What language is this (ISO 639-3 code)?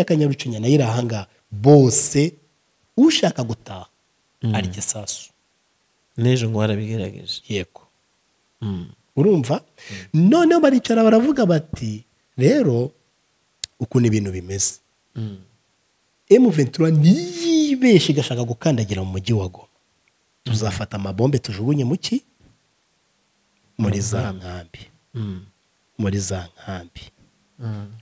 kin